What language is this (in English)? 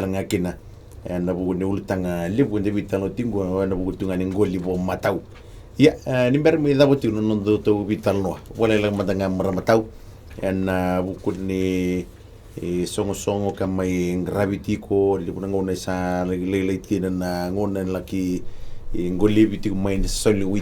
Fijian